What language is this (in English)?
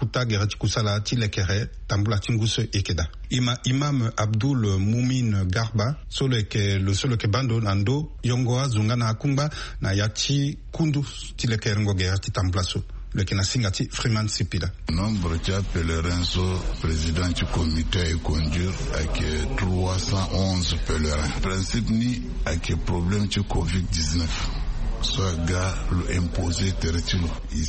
Sango